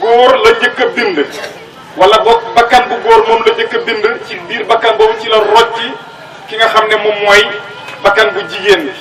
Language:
Wolof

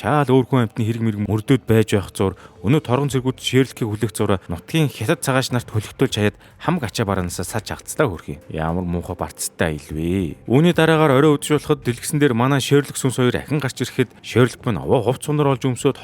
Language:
Mongolian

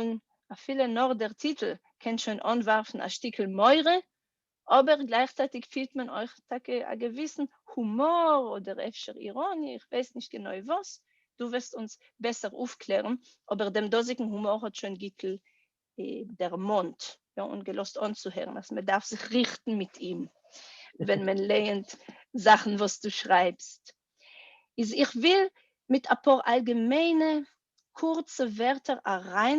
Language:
Yiddish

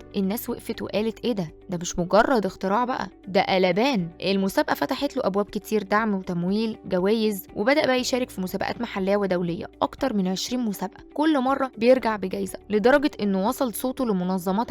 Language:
Egyptian Arabic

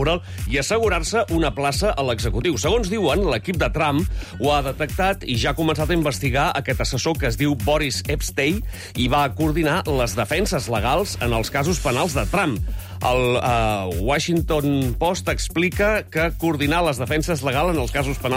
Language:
Catalan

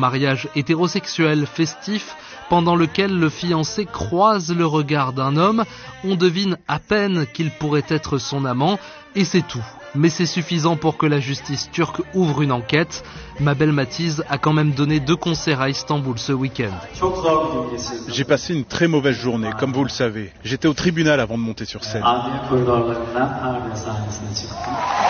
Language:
French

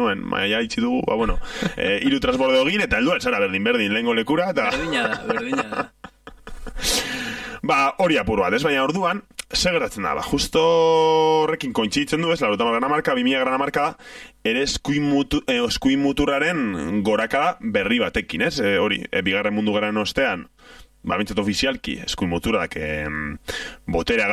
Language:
Basque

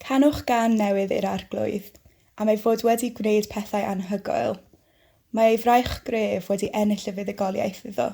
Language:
Welsh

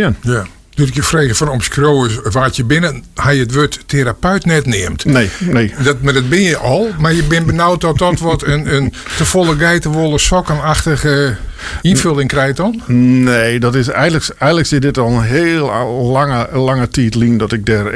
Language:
Western Frisian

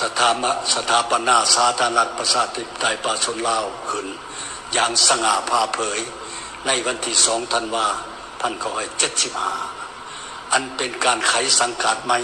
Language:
Lao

